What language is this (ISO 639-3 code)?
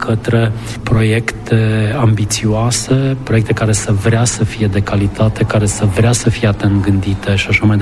ron